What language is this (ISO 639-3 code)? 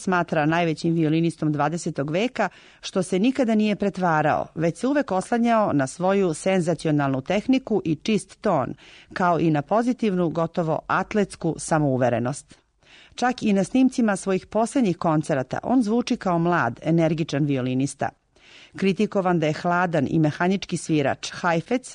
srp